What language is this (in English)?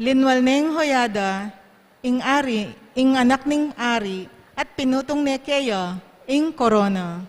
Pampanga